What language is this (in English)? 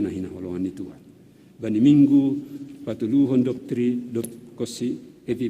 Batak Simalungun